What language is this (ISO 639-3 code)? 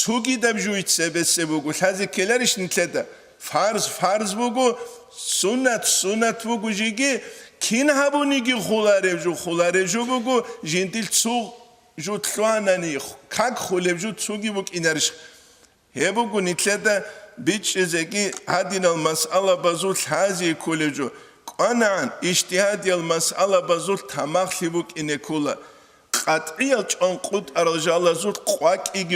ava